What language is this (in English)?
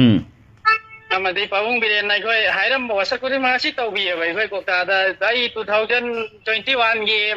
Manipuri